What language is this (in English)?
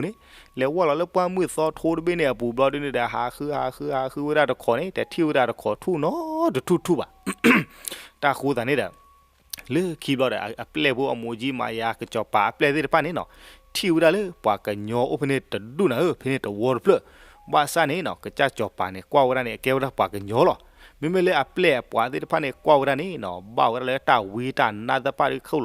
S'gaw Karen